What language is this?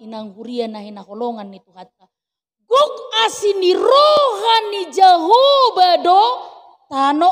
Batak Toba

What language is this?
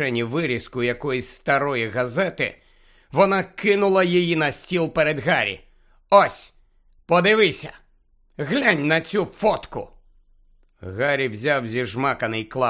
Ukrainian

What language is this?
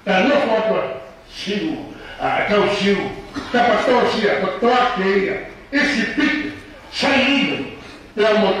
Tongan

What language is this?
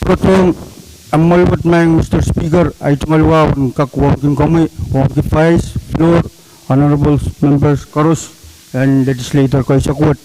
Pohnpeian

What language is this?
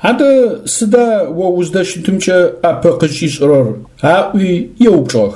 Adyghe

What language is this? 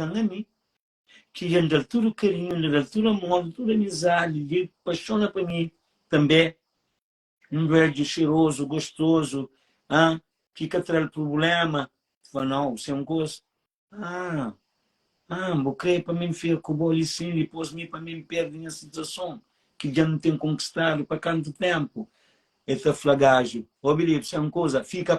Kabuverdianu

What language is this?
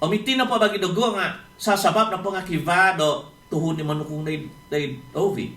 Central Dusun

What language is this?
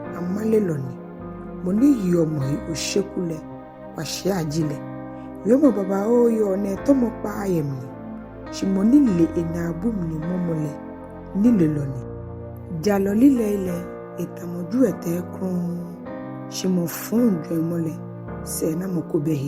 Ga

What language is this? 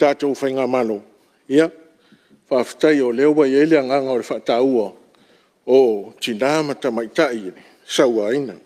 Samoan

